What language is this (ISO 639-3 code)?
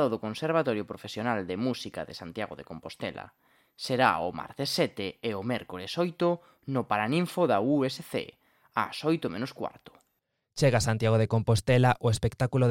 glg